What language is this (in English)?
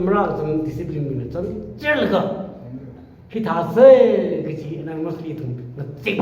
Tangkhul Naga (India)